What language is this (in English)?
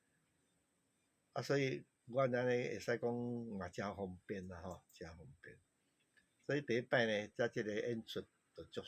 Min Nan Chinese